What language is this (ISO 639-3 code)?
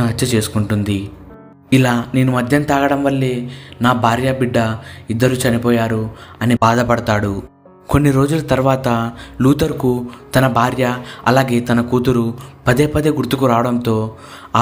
tel